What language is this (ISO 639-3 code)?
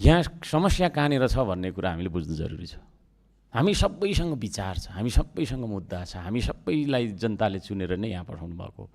nep